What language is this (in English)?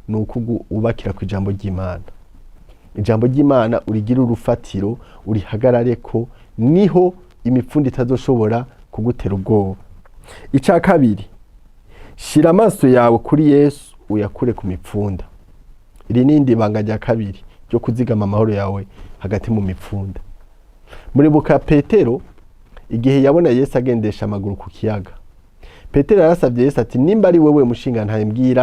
Rundi